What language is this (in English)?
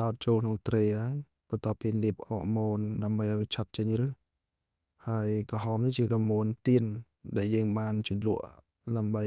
Khmer